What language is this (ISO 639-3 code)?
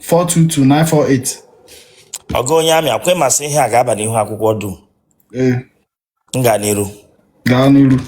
ibo